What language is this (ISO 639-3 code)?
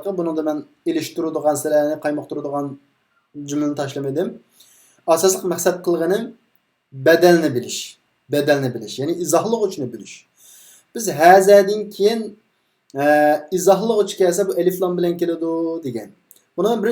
uig